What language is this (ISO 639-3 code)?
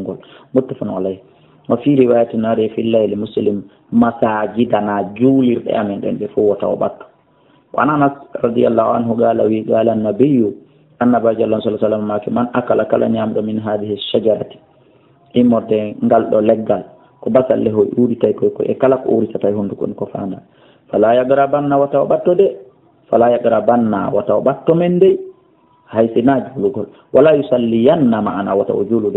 ful